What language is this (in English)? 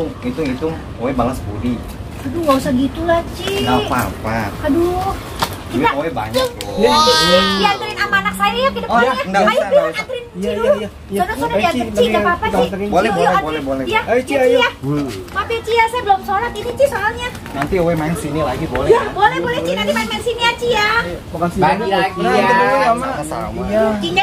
Betawi